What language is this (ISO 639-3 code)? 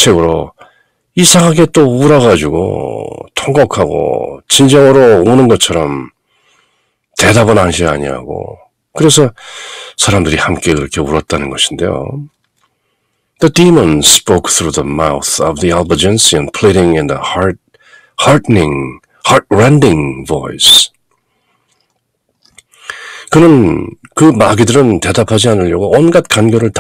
kor